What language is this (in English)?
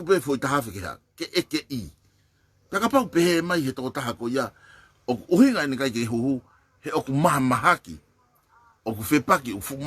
Tongan